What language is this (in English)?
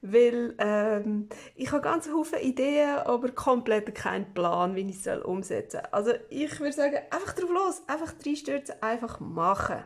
Swiss German